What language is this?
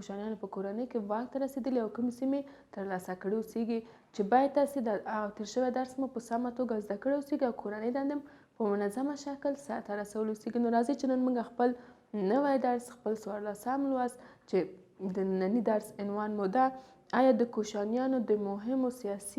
Pashto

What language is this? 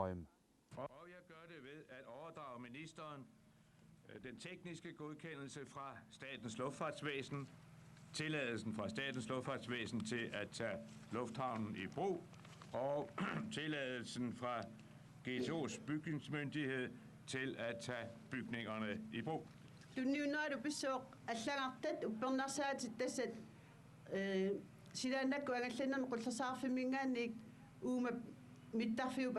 Kalaallisut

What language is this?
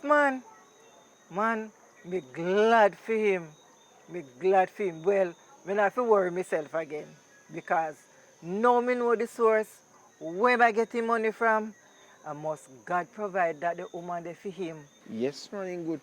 Jamaican Creole English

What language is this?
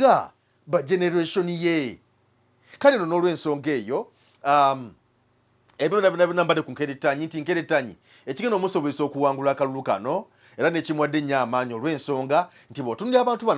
Ganda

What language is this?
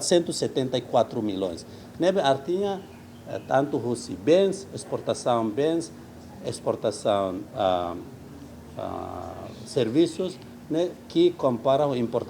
Tetum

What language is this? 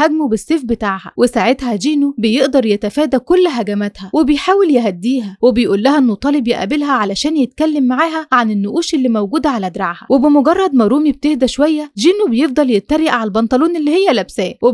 Egyptian Arabic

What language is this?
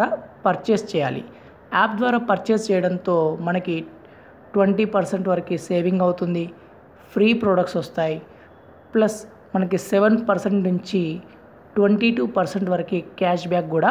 Telugu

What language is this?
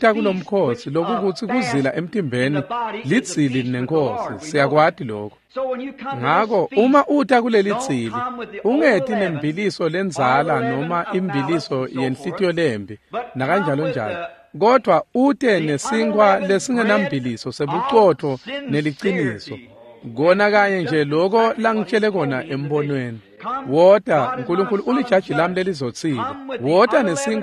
Swati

